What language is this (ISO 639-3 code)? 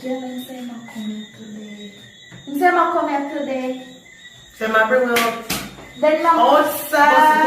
jam